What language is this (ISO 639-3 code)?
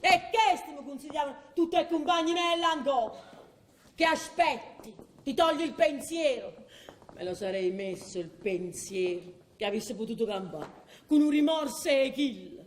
nap